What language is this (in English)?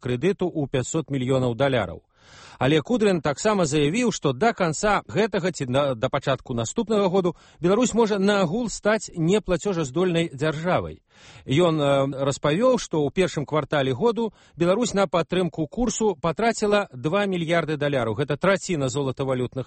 Belarusian